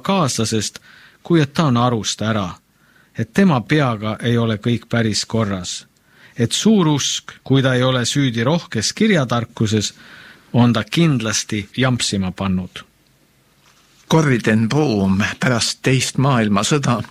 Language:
Estonian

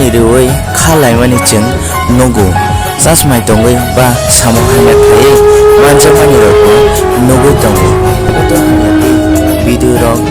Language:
Kok Borok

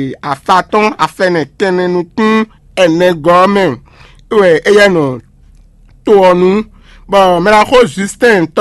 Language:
Fon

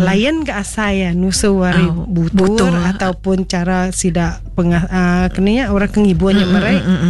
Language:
Iban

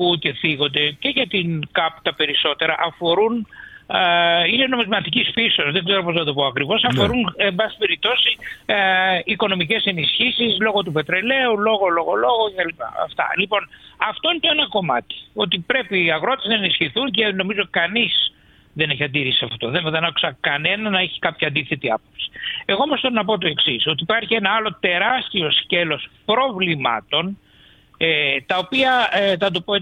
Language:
Greek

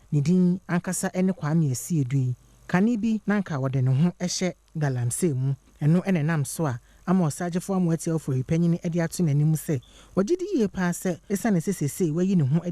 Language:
Akan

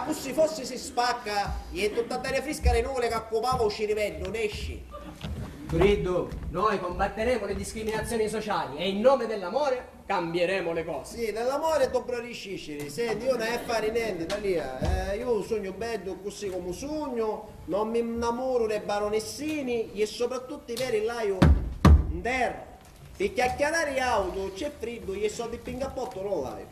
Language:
Sicilian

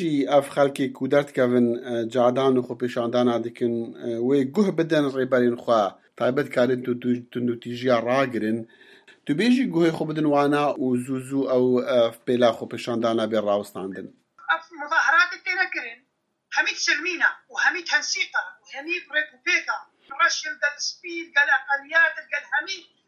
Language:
Kurdish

